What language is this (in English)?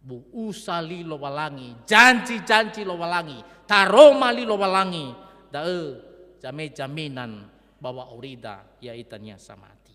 Nias